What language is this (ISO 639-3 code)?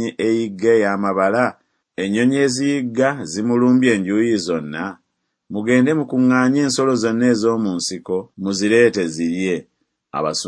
lug